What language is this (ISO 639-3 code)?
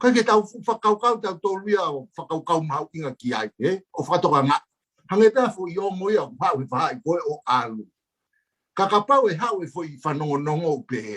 ton